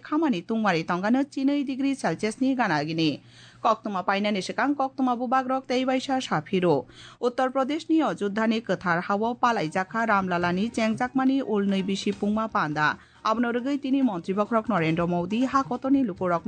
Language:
Kok Borok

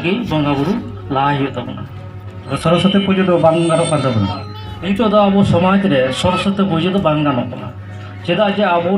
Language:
Santali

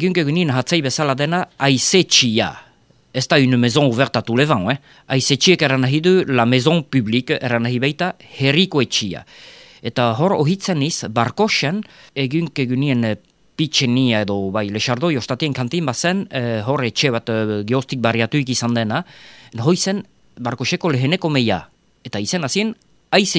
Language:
Basque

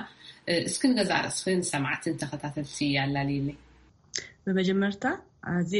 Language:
Tigrinya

